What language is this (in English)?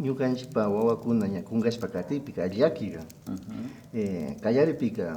Imbabura Highland Quichua